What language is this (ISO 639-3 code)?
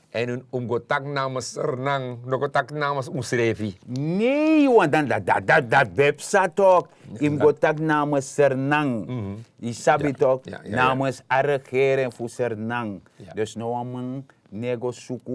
srn